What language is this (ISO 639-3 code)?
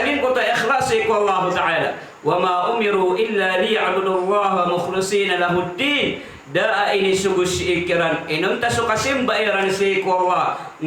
mrw